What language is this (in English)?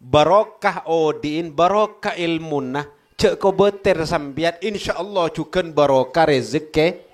Madurese